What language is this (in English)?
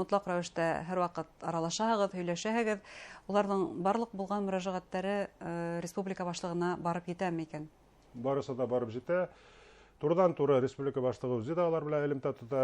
Bashkir